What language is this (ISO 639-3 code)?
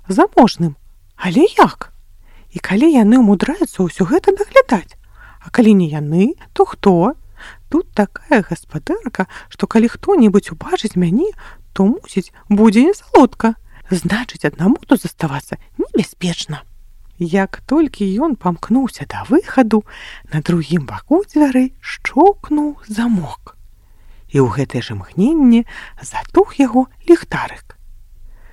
bel